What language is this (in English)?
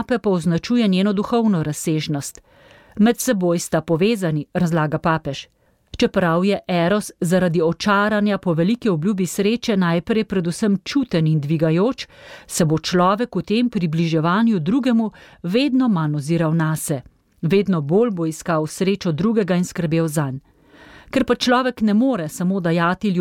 Slovenian